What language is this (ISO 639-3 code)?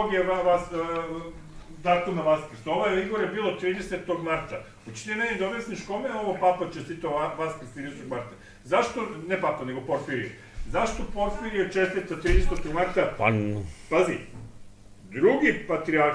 srp